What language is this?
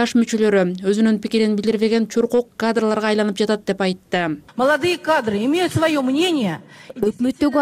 Kyrgyz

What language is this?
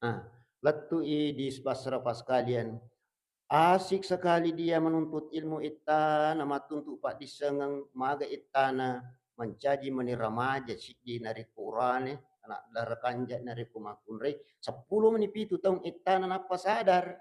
Buginese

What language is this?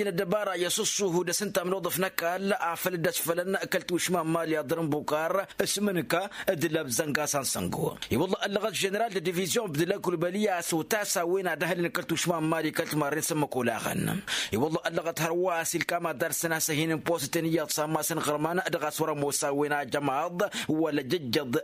Tamasheq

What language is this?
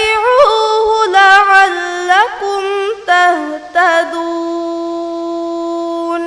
Divehi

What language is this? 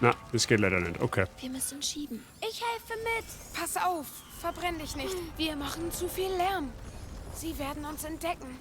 Bavarian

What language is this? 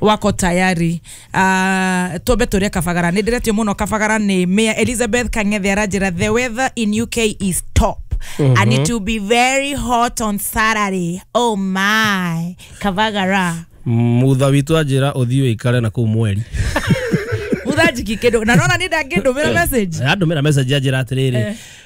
Kikuyu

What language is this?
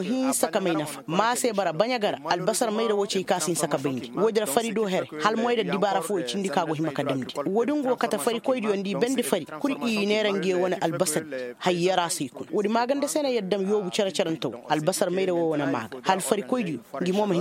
Koyraboro Senni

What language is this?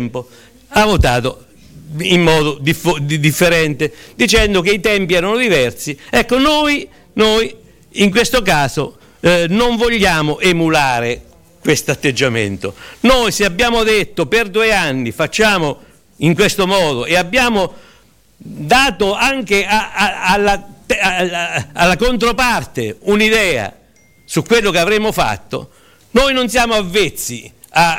Italian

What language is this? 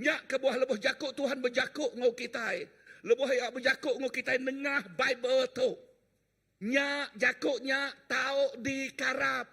Iban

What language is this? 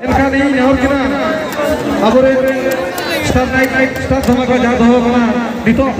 Santali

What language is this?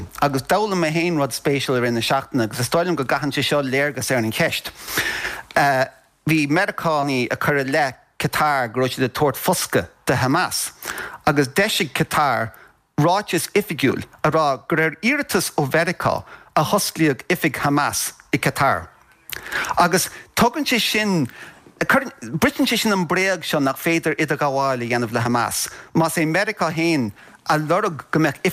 Irish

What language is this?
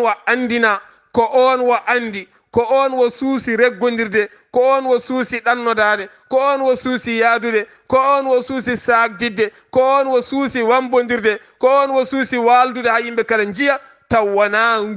Fula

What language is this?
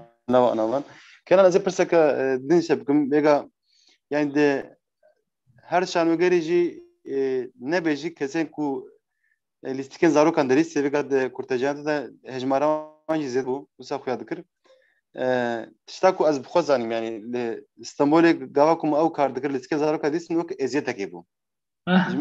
Kurdish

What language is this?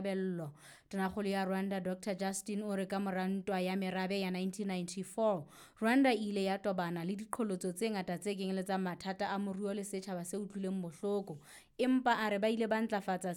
Southern Sotho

